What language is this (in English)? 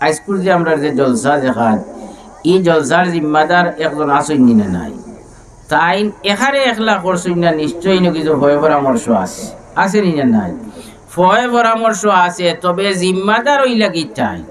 Sylheti